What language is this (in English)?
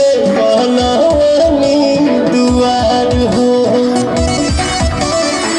Bhojpuri